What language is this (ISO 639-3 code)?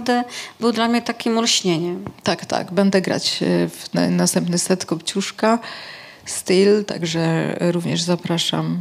pol